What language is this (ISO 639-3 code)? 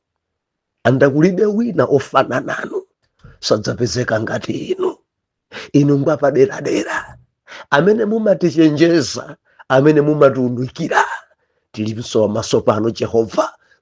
nya